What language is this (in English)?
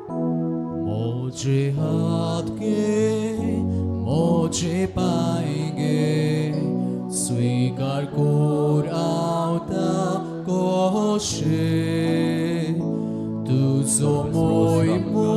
Konkani